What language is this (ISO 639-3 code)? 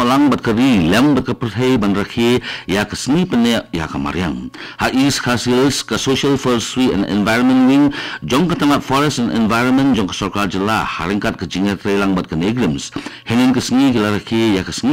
kha